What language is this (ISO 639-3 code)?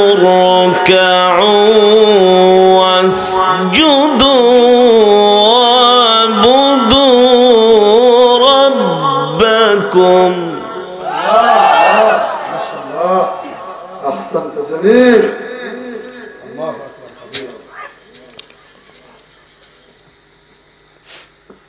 ara